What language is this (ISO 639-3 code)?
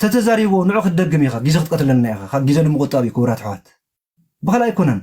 tir